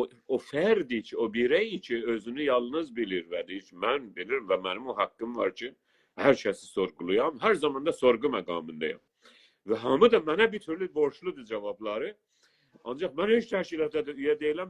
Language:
South Azerbaijani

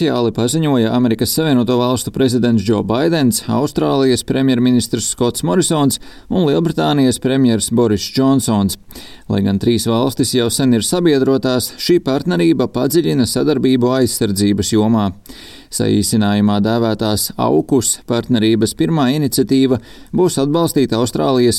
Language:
Latvian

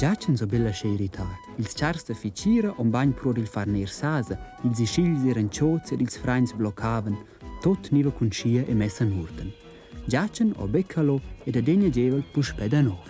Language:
Romansh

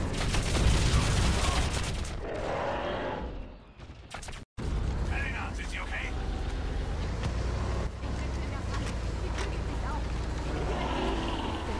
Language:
German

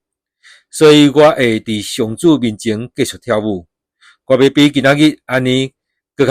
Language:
Min Nan Chinese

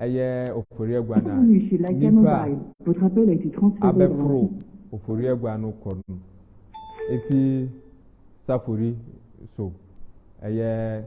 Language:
Akan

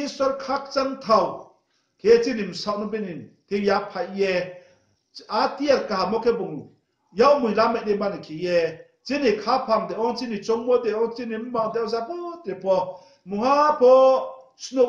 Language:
Riang (India)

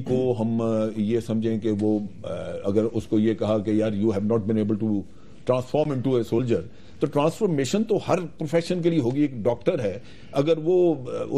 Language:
Urdu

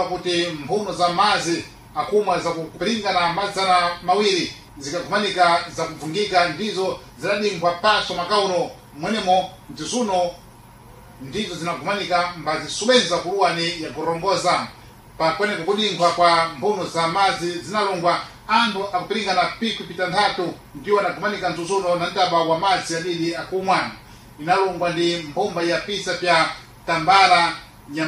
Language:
Sena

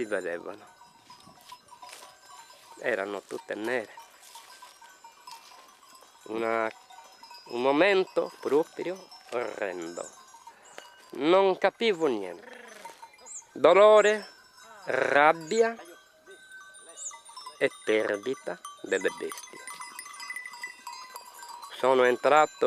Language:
Italian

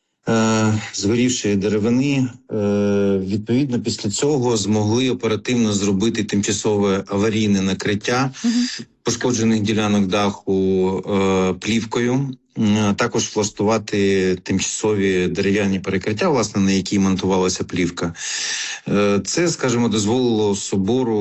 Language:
Ukrainian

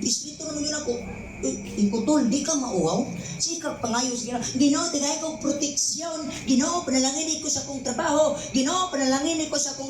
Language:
Cebuano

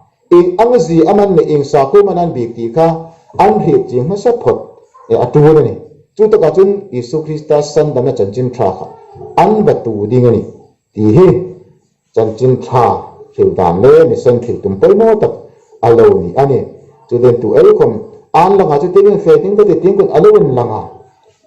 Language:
Hmar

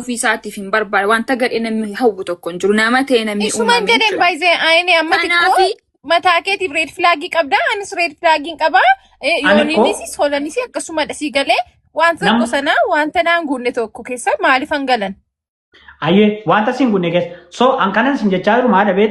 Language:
Oromo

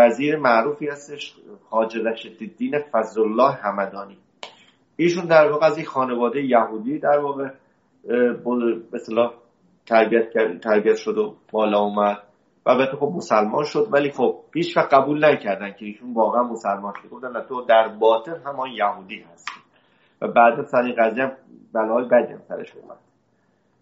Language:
Persian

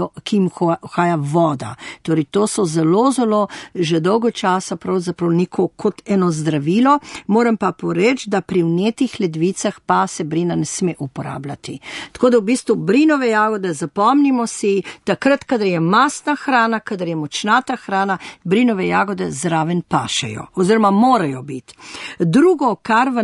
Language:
Slovenian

